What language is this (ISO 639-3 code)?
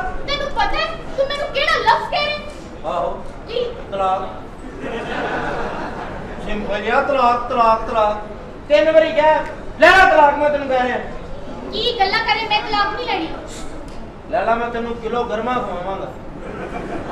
pan